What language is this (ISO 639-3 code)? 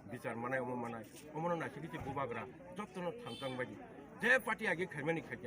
trp